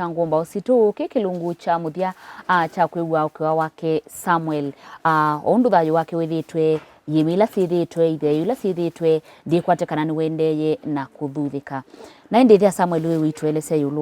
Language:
Kamba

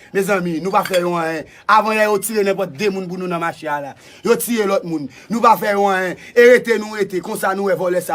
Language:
Haitian Creole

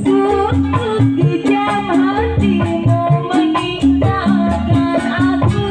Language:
Betawi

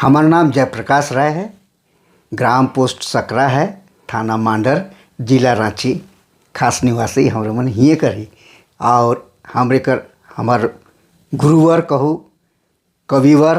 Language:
Sadri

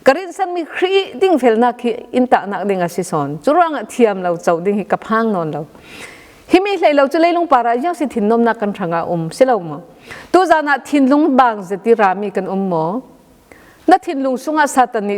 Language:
Falam Chin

